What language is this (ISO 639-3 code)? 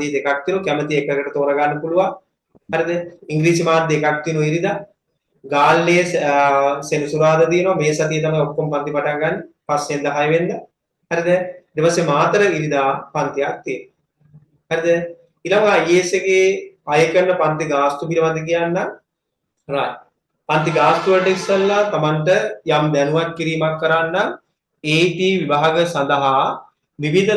sin